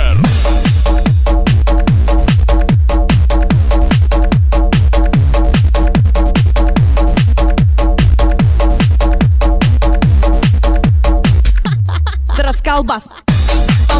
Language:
Russian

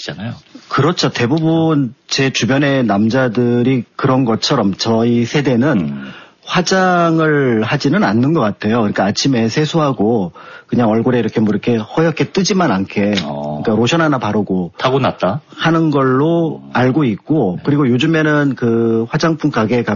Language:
Korean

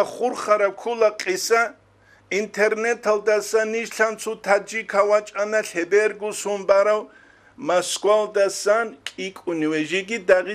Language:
Avaric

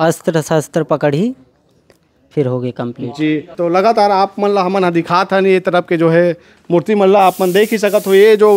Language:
Chhattisgarhi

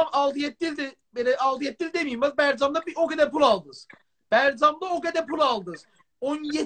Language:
South Azerbaijani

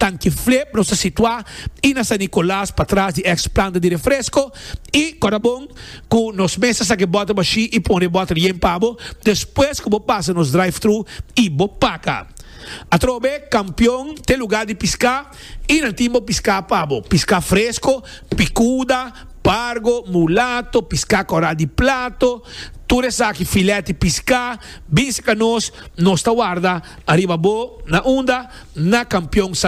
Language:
Papiamento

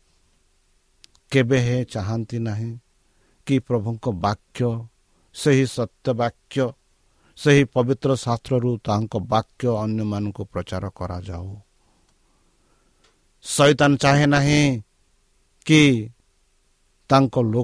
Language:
Odia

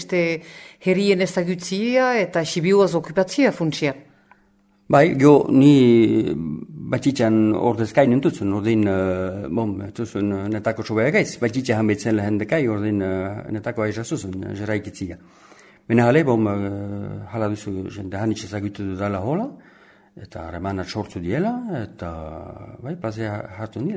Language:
Basque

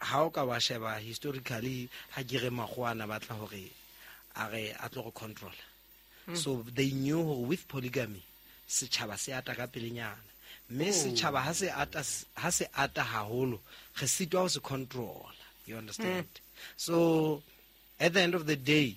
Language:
Southern Sotho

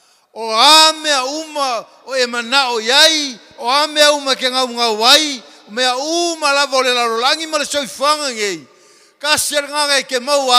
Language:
Samoan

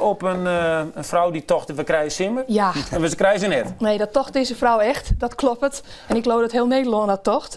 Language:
Western Frisian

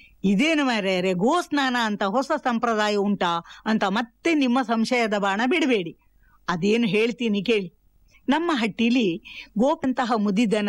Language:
Kannada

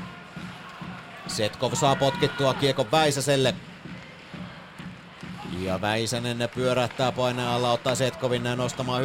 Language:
Finnish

